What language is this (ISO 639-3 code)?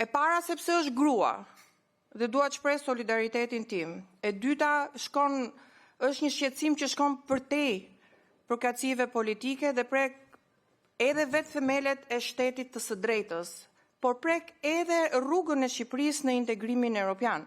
sqi